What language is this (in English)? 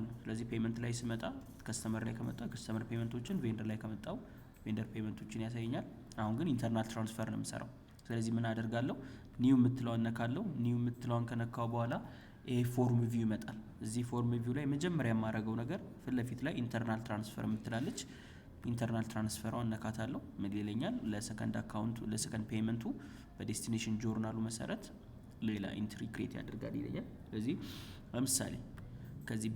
Amharic